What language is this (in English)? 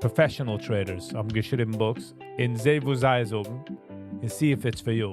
Yiddish